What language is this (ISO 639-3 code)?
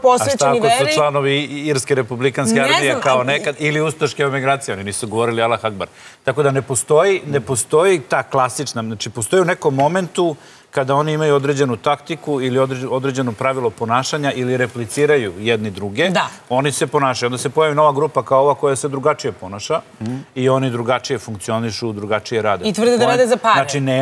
srp